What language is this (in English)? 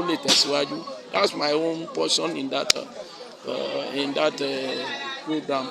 Yoruba